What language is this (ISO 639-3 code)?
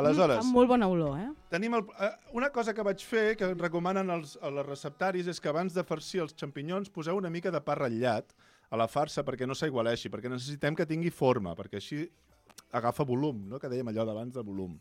cat